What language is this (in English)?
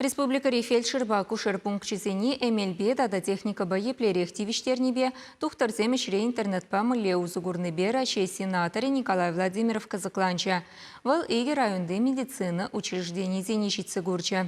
Chuvash